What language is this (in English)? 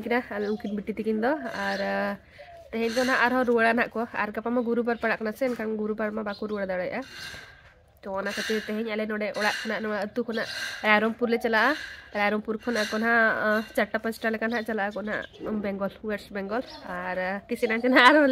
Santali